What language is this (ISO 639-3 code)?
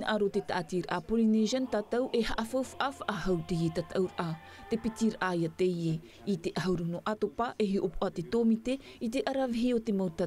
tah